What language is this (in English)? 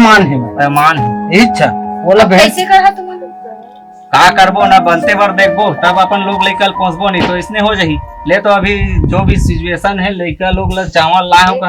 Chhattisgarhi